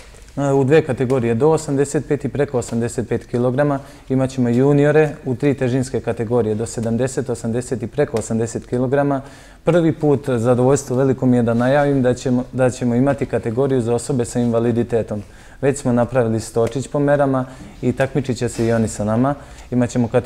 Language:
Serbian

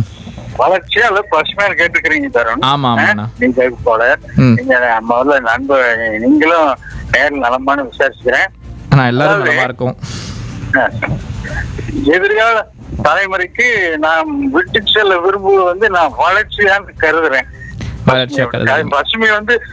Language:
Tamil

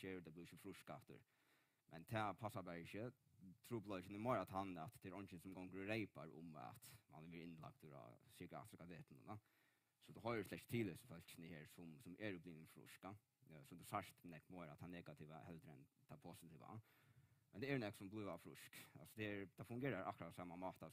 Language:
Faroese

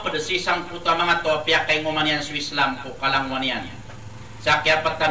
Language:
Maranao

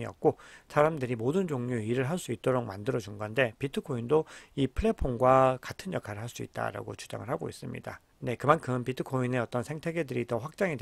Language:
Korean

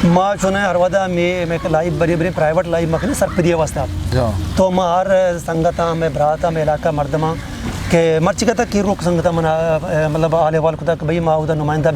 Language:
Eastern Balochi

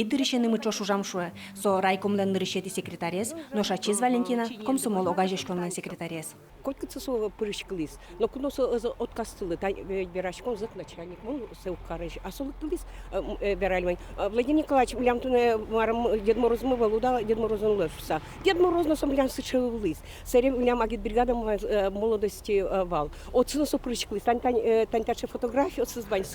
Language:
Udmurt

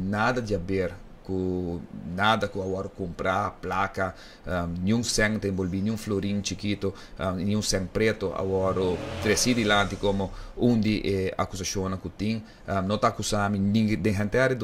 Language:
Papiamento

